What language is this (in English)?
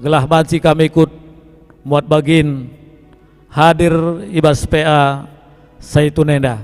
Batak Karo